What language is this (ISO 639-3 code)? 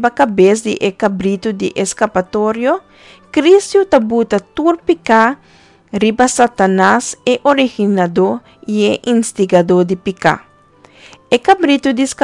pap